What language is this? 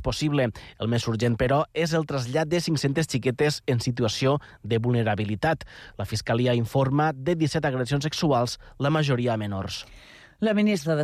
Catalan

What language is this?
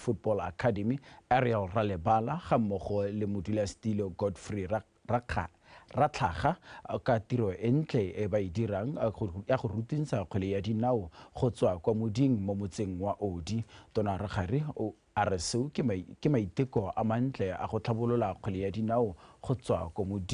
Tswana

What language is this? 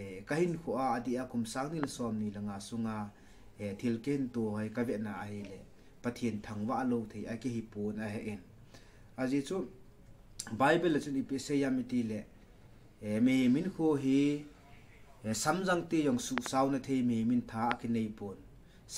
Thado Chin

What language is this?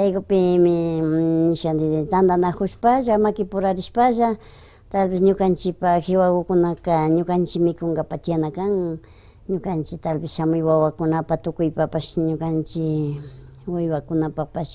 Imbabura Highland Quichua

